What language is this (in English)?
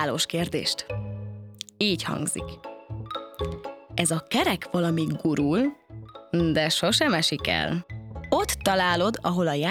Hungarian